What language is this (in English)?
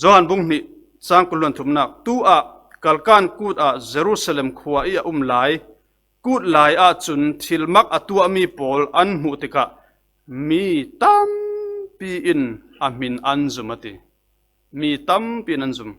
Falam Chin